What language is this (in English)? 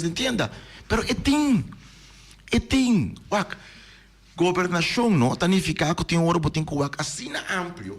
Papiamento